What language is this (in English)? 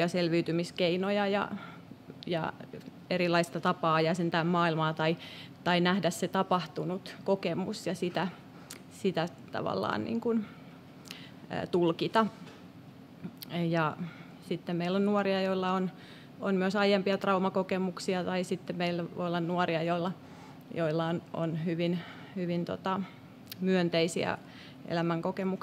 Finnish